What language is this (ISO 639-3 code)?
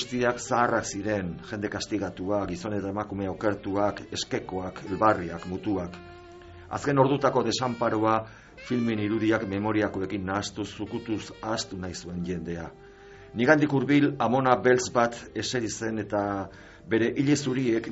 eus